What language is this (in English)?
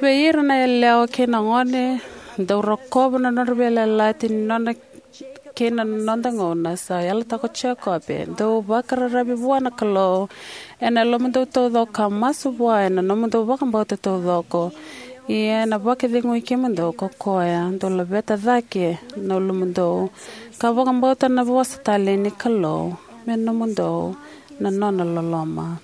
Fijian